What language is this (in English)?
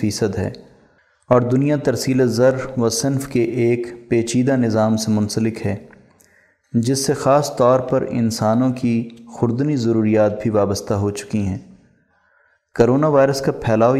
Urdu